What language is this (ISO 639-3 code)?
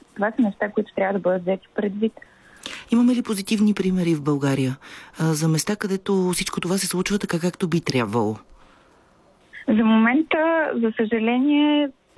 bul